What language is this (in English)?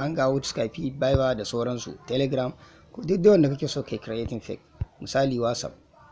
Hausa